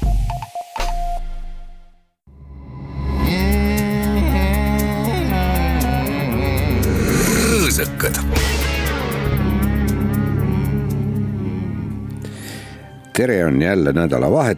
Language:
Estonian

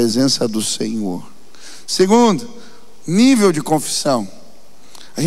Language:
Portuguese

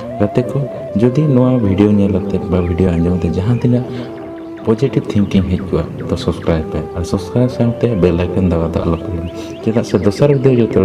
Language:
Santali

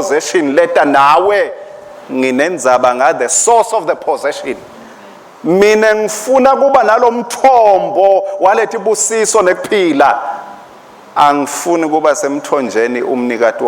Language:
Swati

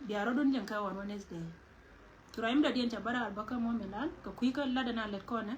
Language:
Nuer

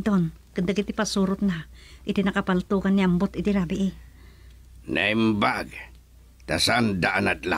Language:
Iloko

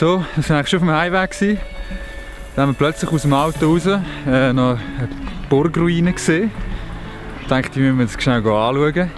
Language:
Swiss German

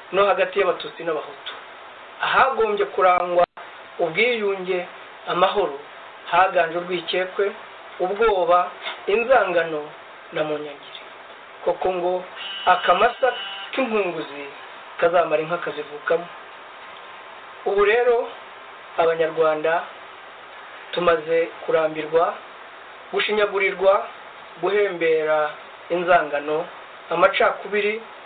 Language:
Kinyarwanda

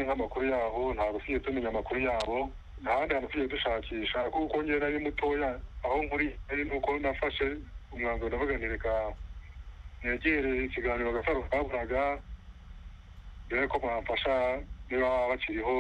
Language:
Kinyarwanda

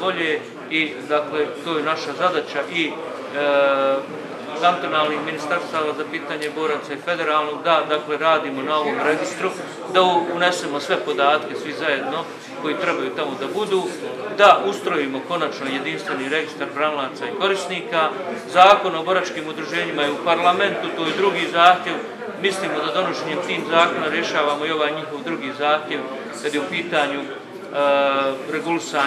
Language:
Croatian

